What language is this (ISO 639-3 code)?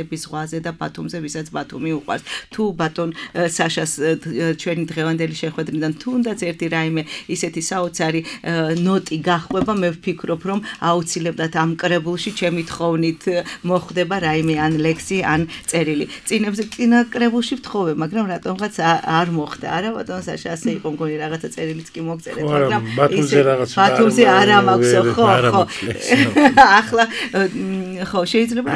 kat